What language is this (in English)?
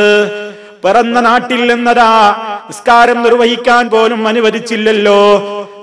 Malayalam